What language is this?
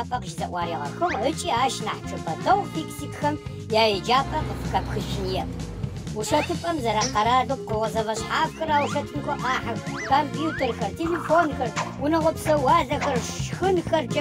Adyghe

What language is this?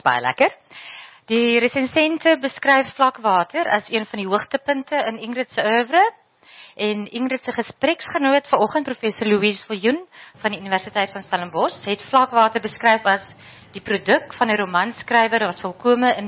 Afrikaans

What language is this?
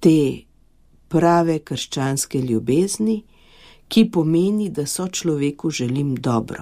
Slovenian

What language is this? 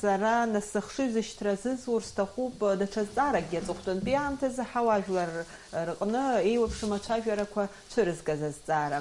Abkhazian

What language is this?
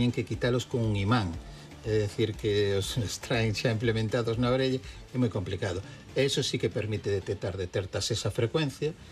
Galician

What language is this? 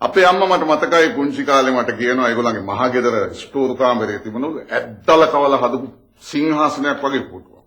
Sinhala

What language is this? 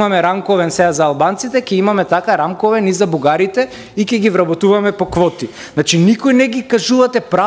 Macedonian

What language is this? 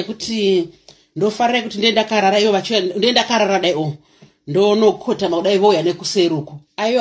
Shona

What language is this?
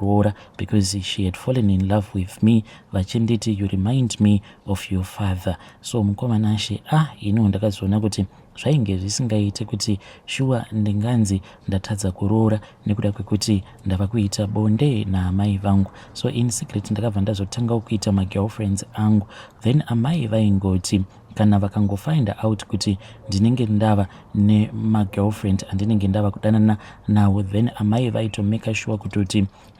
Shona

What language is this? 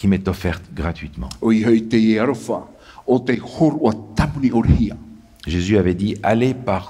Tahitian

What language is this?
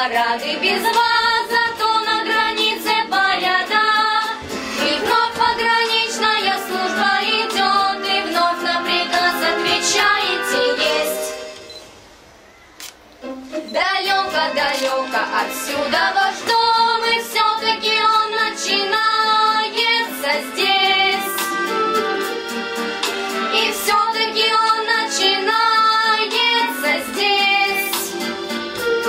Russian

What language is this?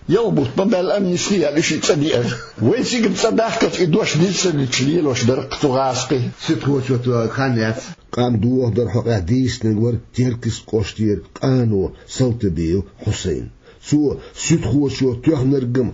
Chechen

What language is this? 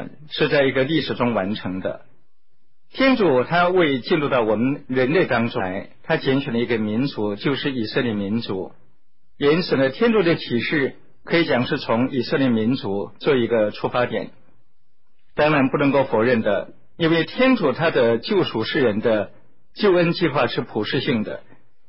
Chinese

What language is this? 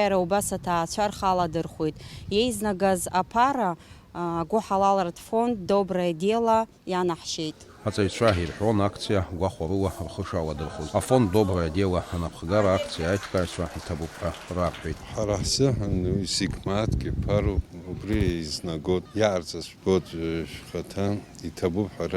Abkhazian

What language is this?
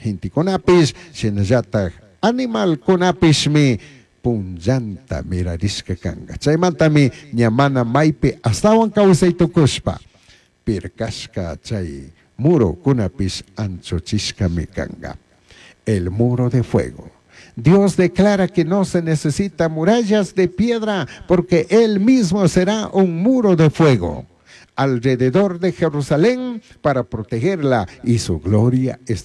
Chimborazo Highland Quichua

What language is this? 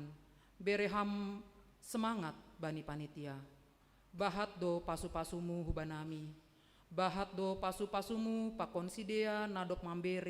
Batak Simalungun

